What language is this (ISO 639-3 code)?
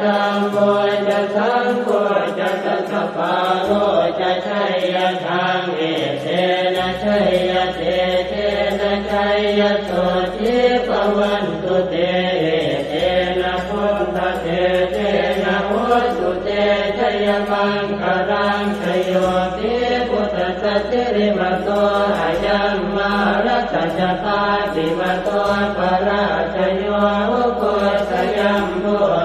pli